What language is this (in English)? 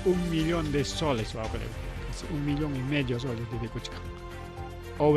Ayacucho Quechua